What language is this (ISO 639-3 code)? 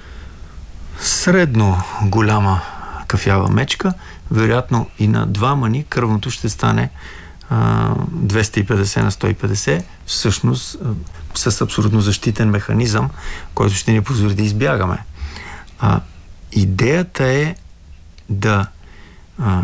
bul